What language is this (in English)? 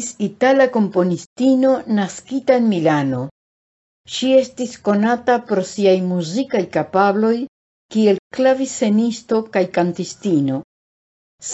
Esperanto